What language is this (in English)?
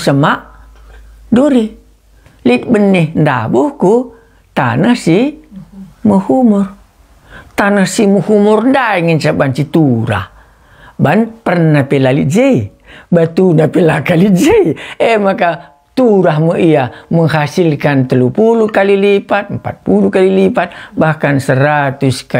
Batak Karo